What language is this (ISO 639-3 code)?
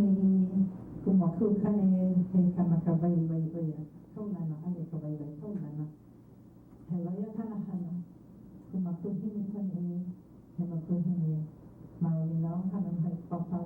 haw